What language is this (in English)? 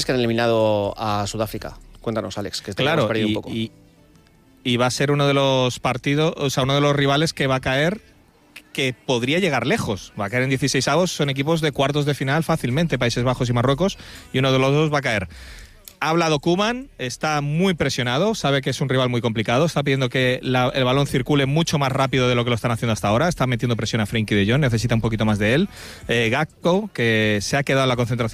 Spanish